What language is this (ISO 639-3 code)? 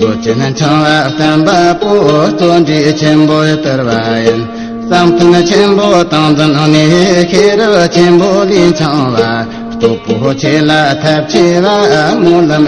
bod